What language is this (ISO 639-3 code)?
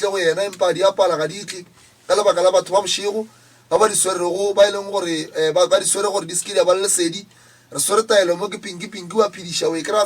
nso